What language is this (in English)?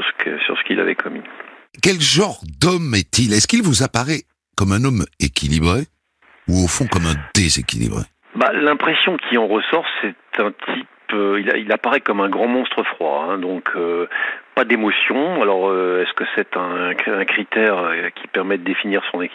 French